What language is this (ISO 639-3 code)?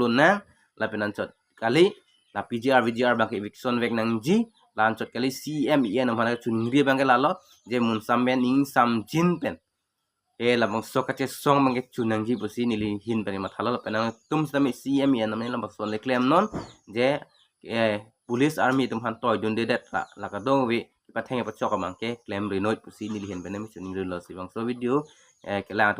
mjw